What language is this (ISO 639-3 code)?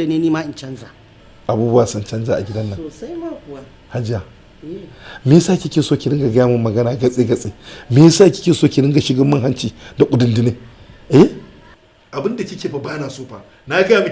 hau